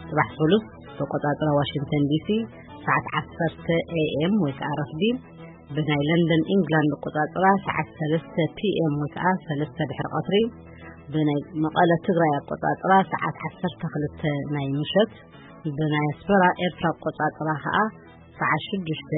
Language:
Tigrinya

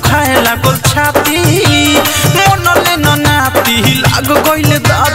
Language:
Bhojpuri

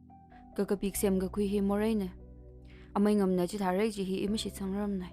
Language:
Tangkhul Naga (India)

